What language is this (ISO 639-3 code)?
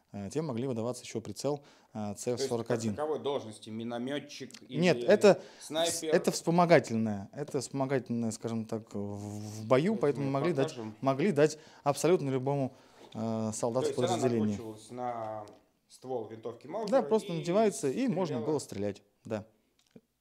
rus